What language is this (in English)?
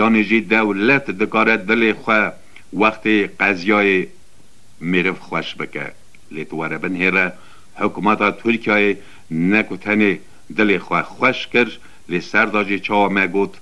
Kurdish